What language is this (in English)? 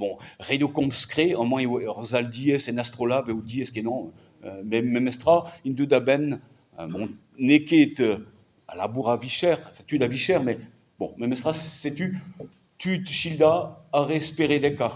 Breton